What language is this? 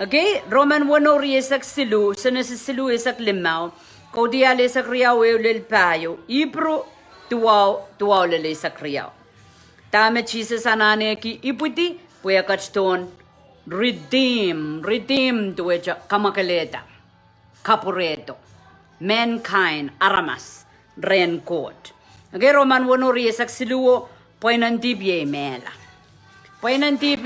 Pohnpeian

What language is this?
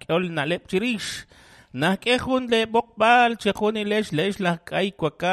Kekchí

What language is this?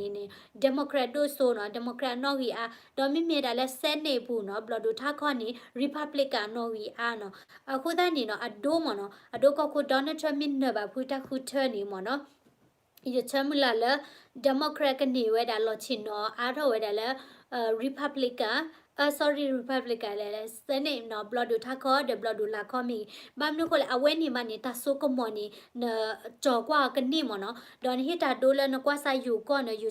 S'gaw Karen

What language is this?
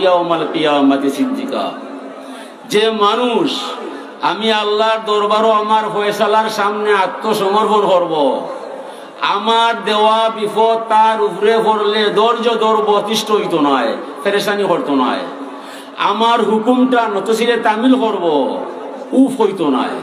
Sylheti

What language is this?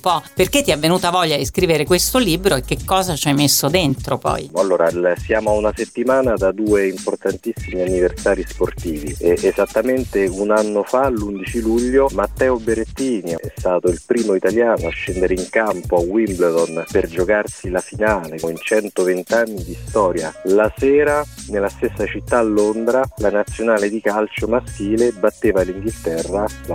Italian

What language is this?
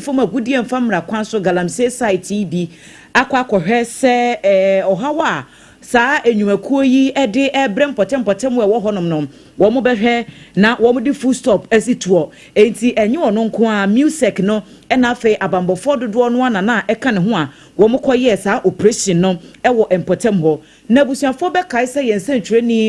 Akan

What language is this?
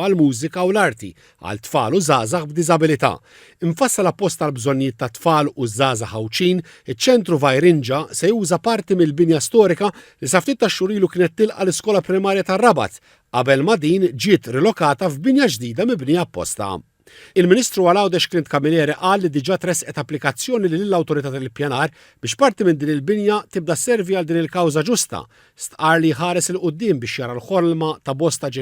Maltese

